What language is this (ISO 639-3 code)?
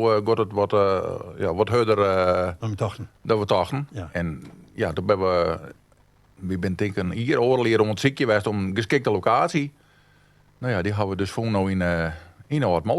fry